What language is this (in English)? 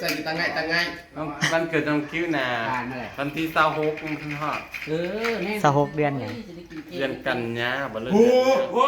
Northeastern Thai